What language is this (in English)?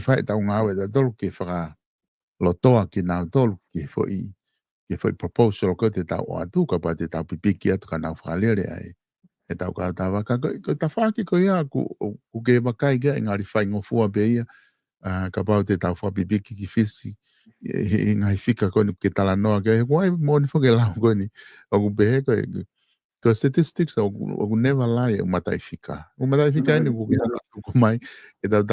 Tongan